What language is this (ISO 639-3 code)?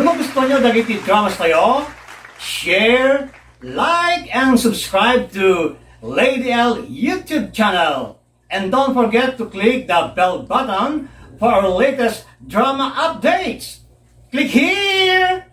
ilo